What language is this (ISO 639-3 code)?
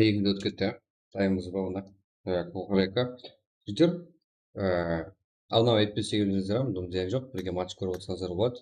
kaa